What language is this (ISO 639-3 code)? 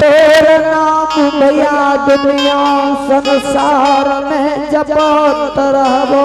anp